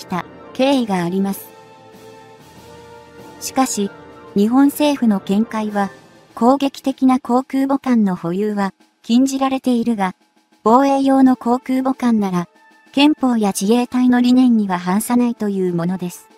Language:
Japanese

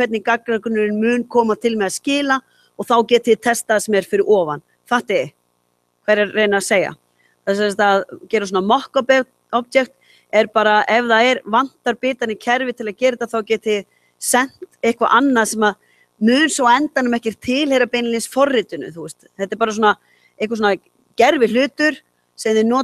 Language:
Icelandic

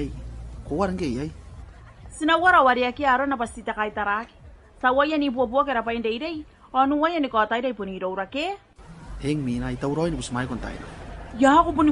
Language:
Gilbertese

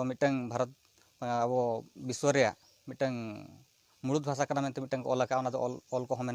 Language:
Santali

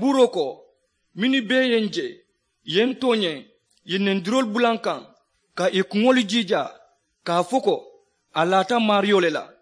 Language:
Mandingo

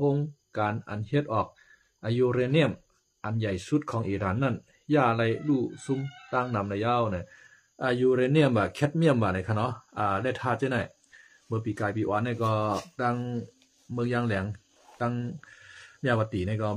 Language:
Shan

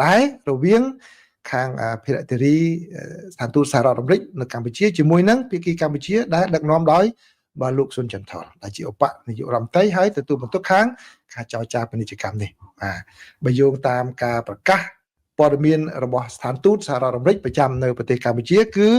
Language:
Khmer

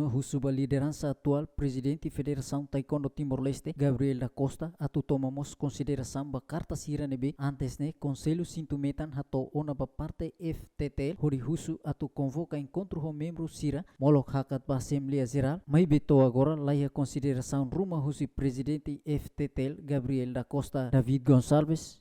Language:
Tetum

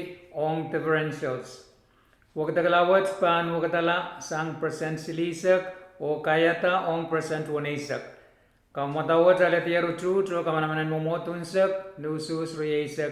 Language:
Pohnpeian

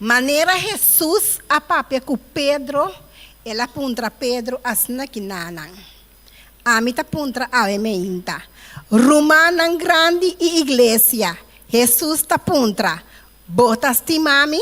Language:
Papiamento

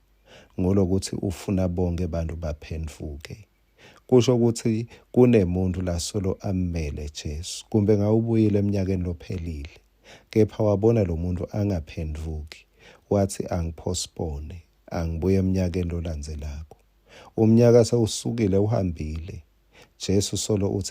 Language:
Swati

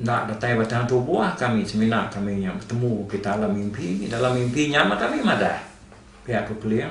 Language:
Iban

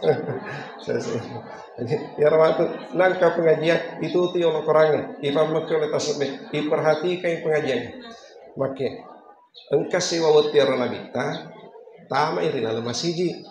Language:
Buginese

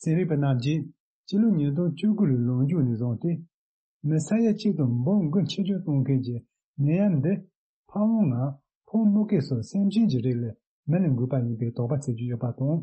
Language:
Tibetan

